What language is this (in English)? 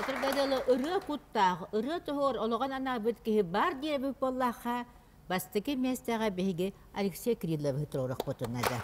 Yakut